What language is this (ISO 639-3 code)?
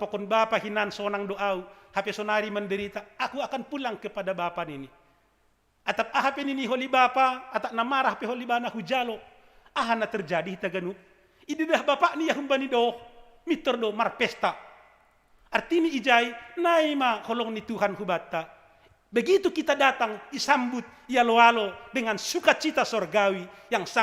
bts